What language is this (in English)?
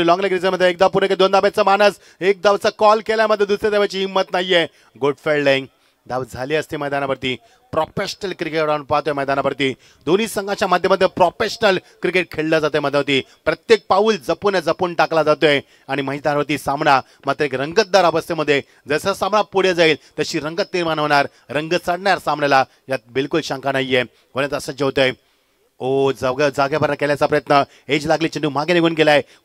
Marathi